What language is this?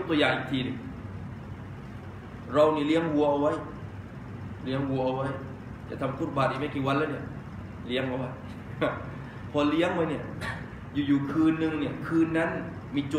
Thai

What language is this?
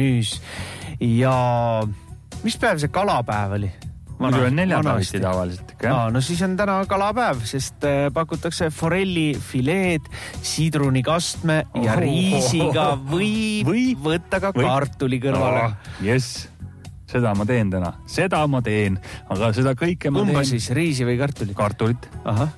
Estonian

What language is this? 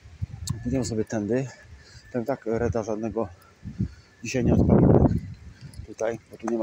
Polish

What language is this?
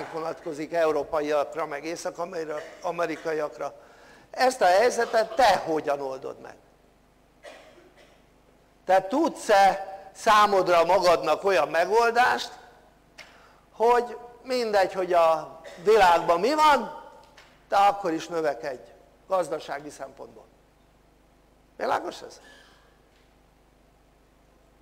Hungarian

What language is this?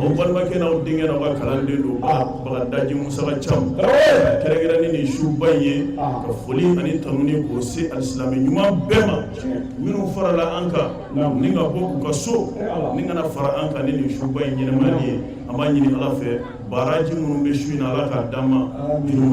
Bambara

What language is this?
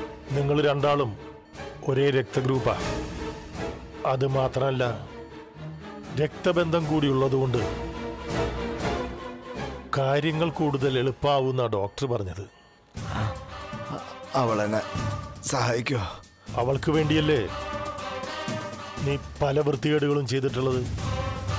Malayalam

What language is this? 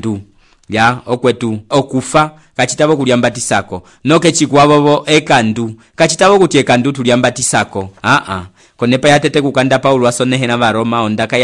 Umbundu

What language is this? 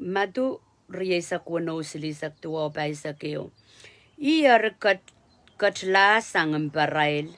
Pohnpeian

